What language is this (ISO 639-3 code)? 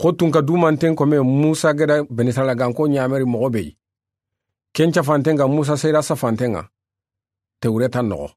snk